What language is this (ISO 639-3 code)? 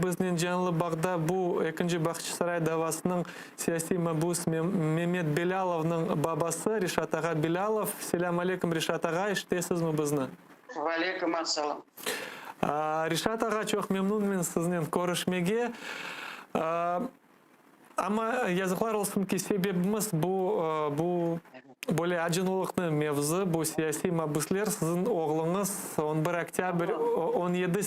crh